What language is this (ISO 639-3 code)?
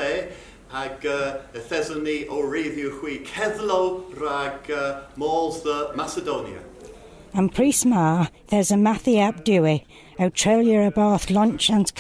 cor